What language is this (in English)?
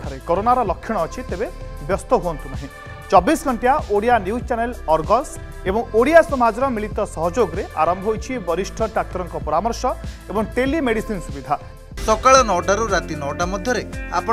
Odia